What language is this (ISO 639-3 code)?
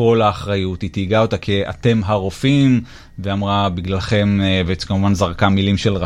heb